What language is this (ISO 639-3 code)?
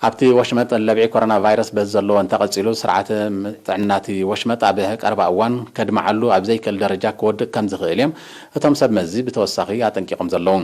tir